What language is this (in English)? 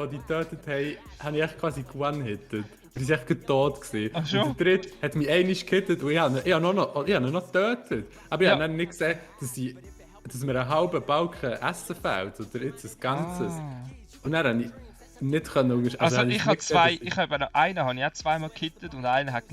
Swiss German